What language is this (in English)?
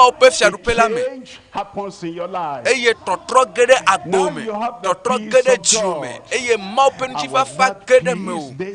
Ewe